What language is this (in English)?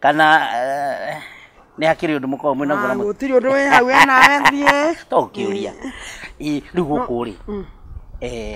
Kikuyu